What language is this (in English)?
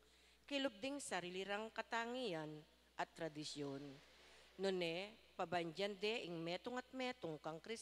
Pampanga